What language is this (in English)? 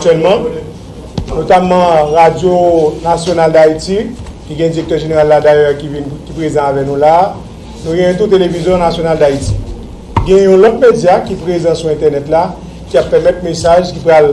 Haitian Creole